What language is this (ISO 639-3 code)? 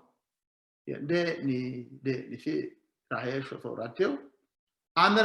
sid